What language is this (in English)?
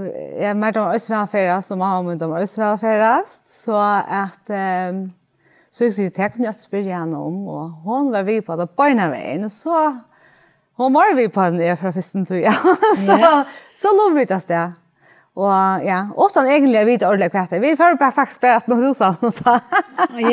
Faroese